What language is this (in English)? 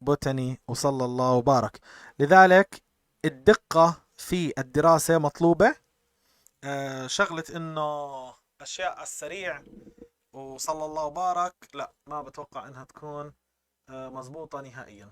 North Levantine Arabic